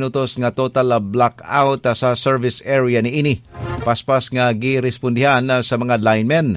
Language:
Cebuano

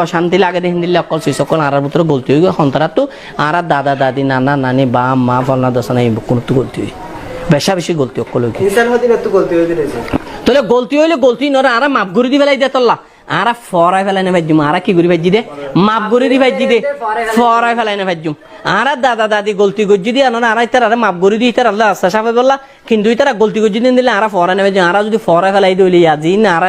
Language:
Rohingya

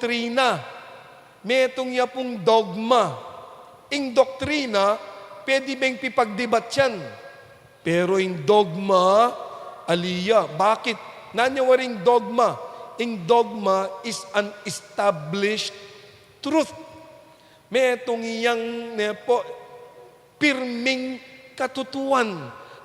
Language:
Pampanga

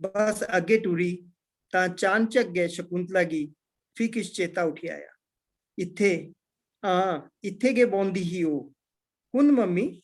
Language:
Dogri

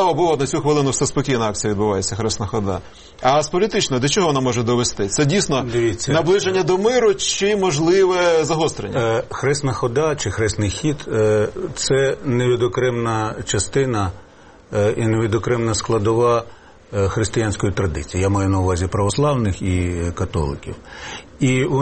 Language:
Ukrainian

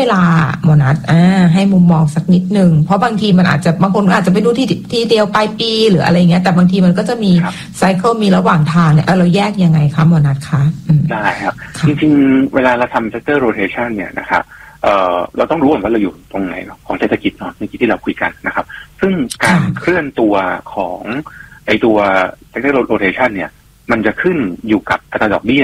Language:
Thai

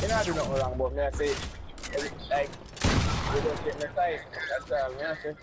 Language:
Jamaican Creole English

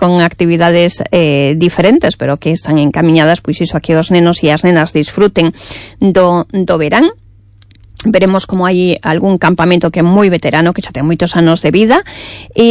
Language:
Galician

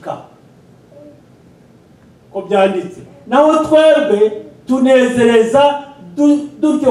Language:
Kinyarwanda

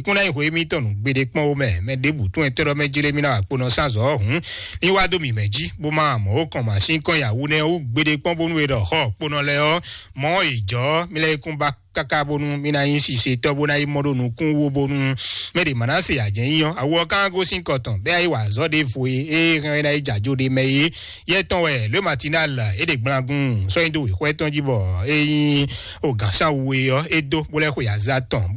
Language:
Fon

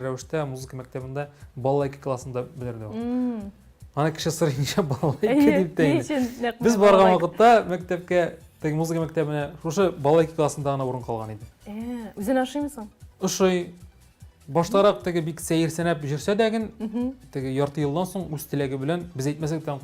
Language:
Tatar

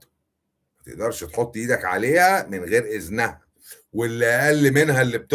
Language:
Egyptian Arabic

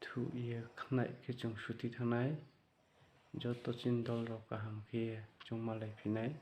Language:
Riang (India)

